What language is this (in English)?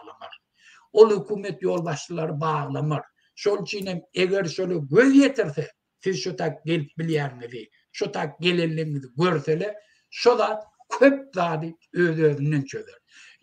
Turkmen